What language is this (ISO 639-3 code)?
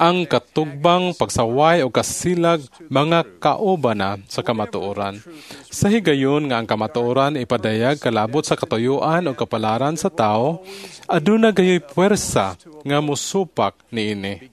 ceb